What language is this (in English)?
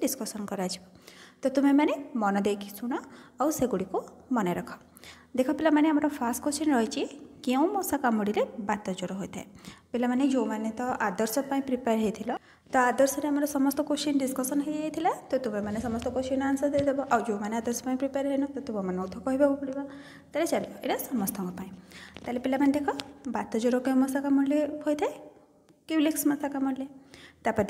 Odia